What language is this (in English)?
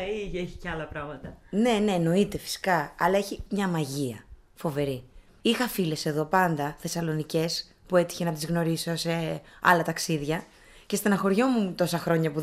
Greek